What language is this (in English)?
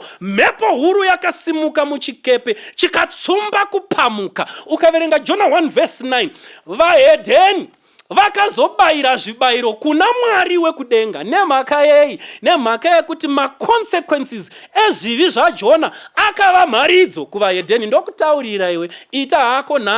Shona